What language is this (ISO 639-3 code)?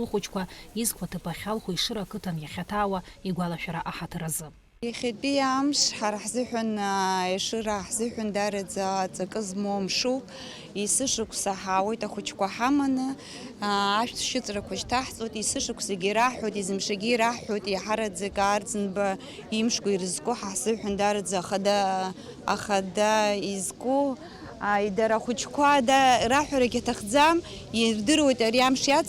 abk